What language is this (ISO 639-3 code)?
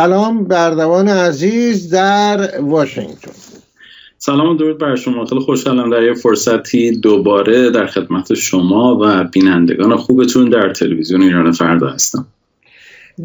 fas